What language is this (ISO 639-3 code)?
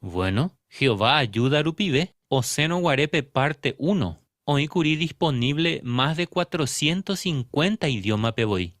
grn